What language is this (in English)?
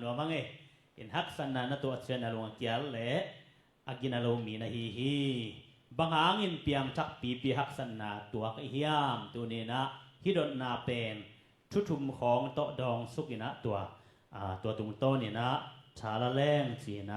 Tedim Chin